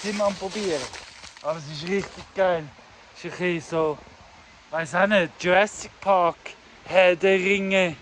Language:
Swiss German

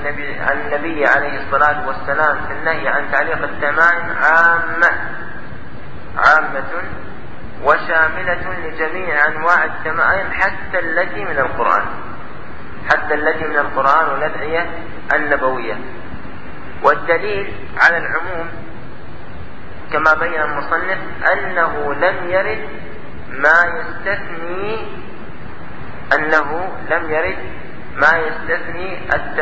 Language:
Arabic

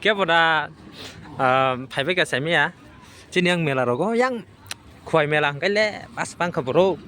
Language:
Kok Borok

